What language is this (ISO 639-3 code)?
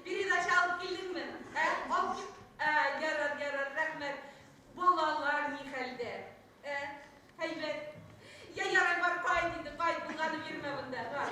bak